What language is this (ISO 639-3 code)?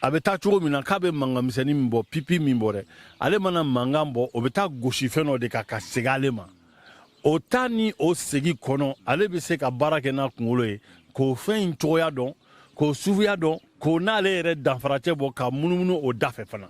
bam